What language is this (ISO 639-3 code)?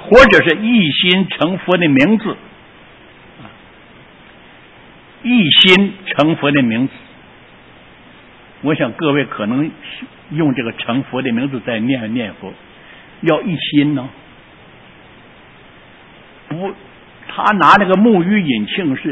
zho